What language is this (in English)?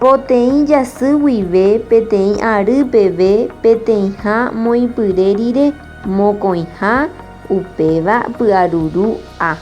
Guarani